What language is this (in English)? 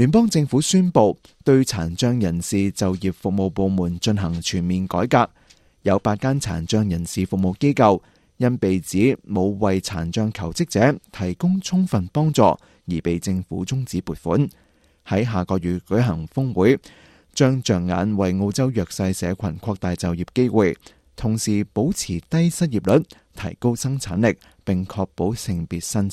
Cantonese